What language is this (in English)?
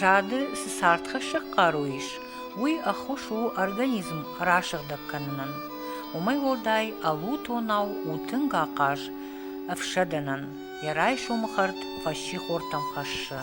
Ossetic